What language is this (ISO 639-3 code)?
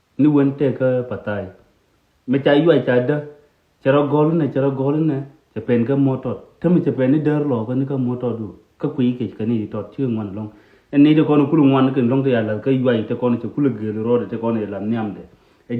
nus